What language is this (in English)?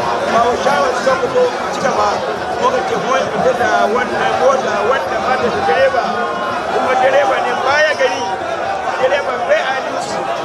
Hausa